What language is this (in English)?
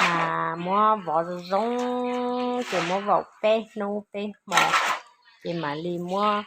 Hmong